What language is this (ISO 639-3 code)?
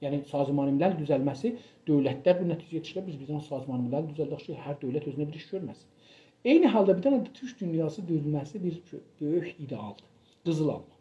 azb